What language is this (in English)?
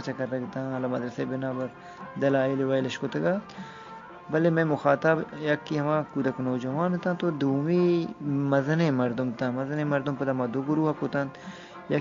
Eastern Balochi